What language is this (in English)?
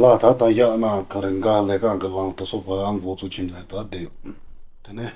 Tibetan